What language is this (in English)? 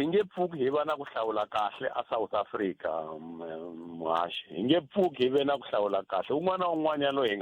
Tsonga